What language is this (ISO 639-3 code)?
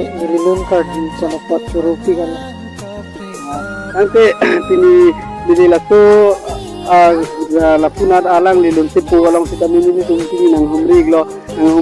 mjw